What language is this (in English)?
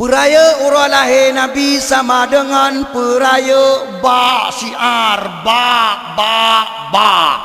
Achinese